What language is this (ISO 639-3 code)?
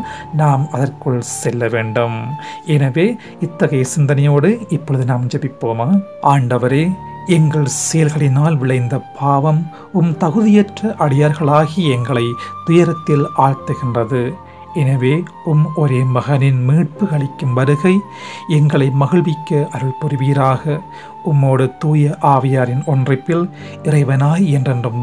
tam